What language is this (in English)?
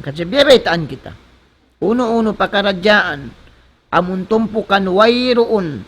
Tausug